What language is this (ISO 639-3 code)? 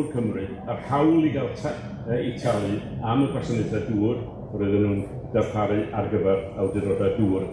cym